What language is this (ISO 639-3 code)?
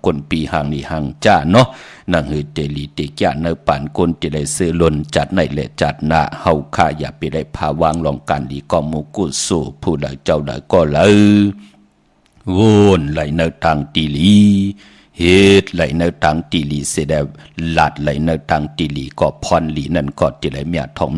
shn